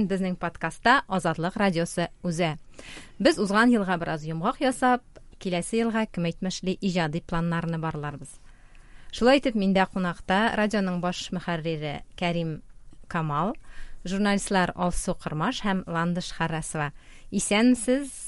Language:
Tatar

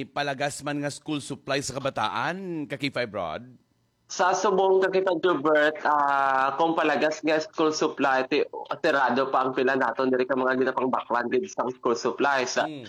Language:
Hiligaynon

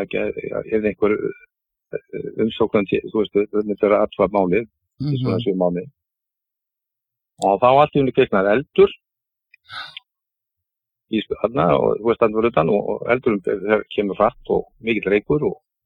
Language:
Icelandic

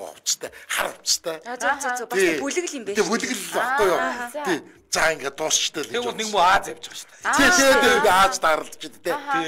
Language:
Mongolian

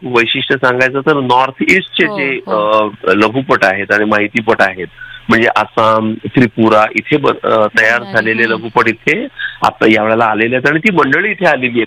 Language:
Marathi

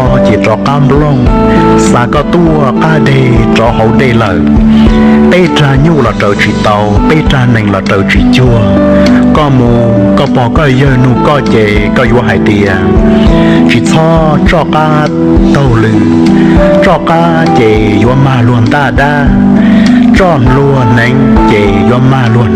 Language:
Hmong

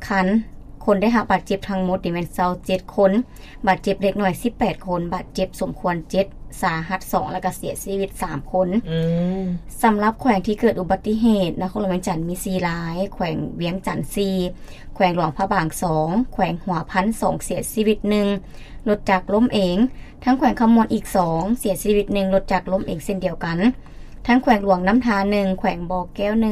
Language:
Lao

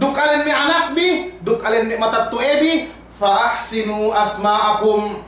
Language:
Yakan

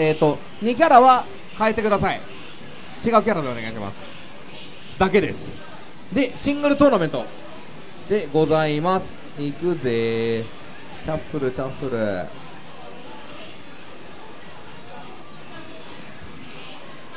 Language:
Japanese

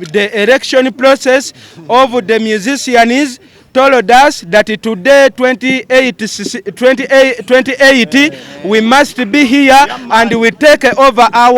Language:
Ganda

